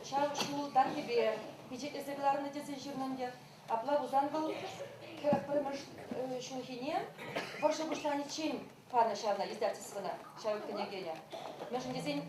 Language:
Chuvash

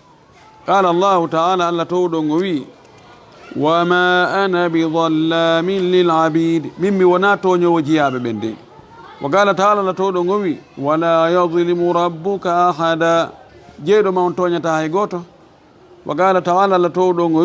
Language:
Fula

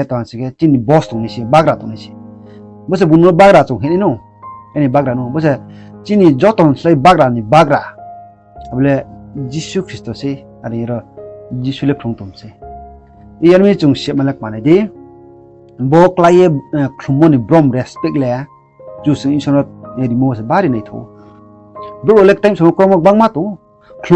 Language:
Riang (India)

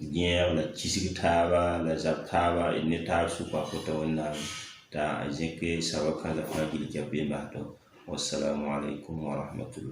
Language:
Mossi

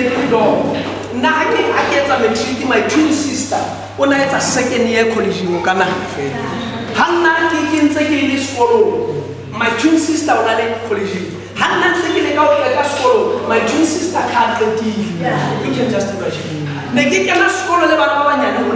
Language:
Southern Sotho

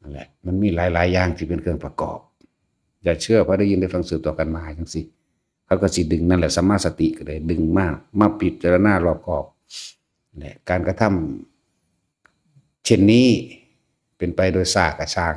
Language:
Northeastern Thai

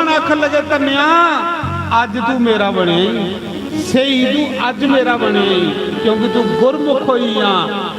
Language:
Dogri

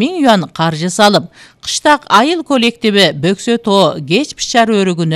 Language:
Kyrgyz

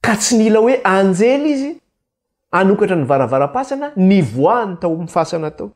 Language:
Malagasy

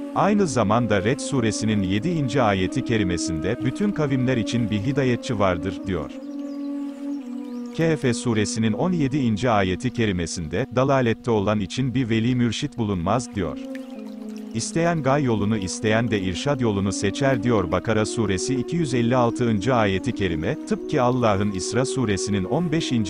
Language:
Turkish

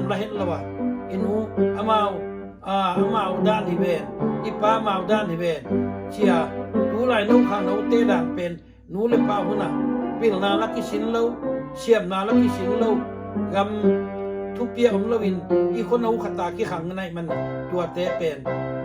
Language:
Tedim Chin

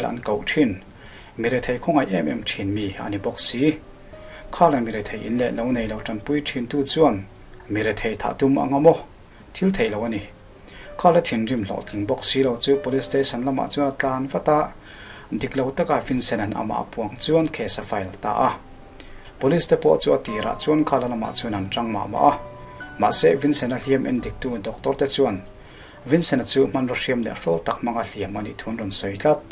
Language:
Mizo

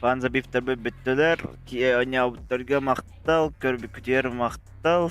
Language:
Yakut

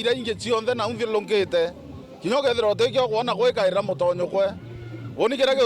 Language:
Meru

